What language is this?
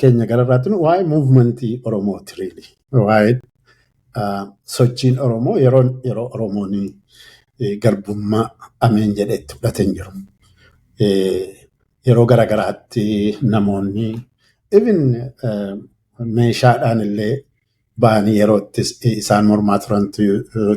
Oromo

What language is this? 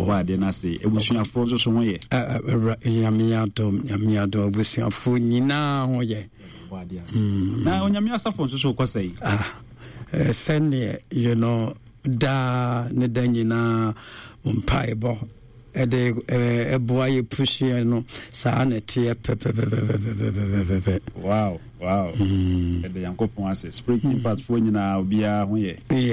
Akan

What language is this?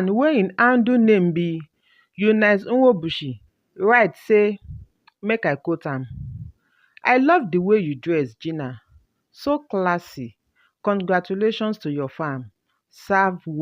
Nigerian Pidgin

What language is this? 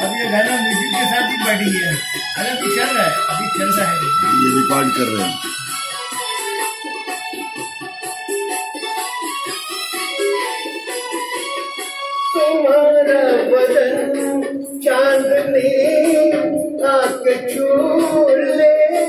Hindi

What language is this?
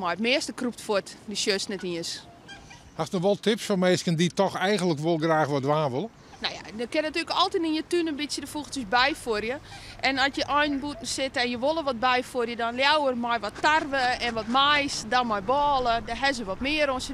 Western Frisian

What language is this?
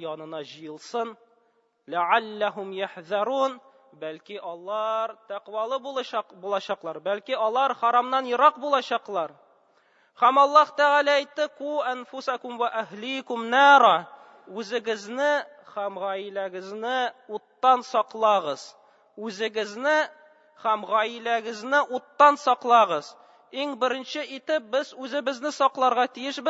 Tatar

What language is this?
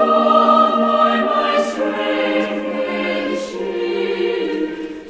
Aymara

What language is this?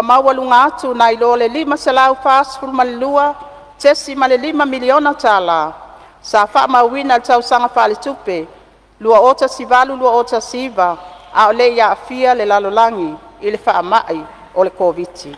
Samoan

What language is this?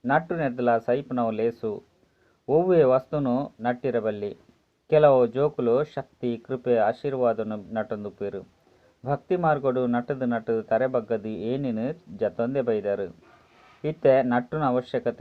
Tulu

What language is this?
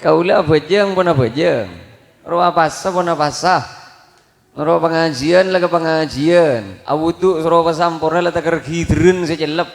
Madurese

